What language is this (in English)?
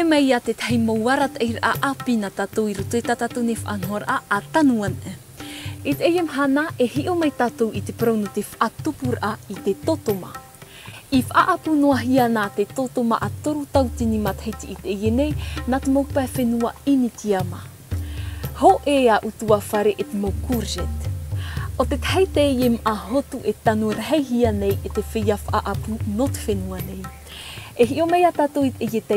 Tahitian